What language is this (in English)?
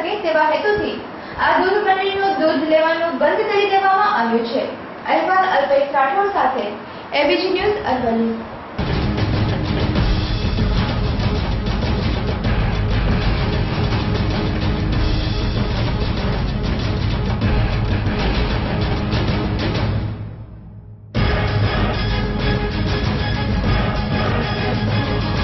Gujarati